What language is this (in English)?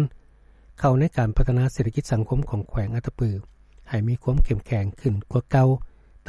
Lao